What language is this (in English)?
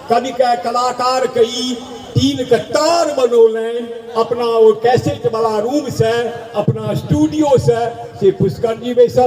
Maithili